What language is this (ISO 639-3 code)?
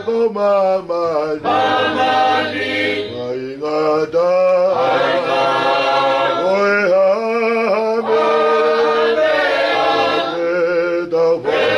ton